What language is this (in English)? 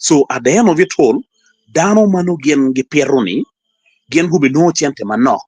Acoli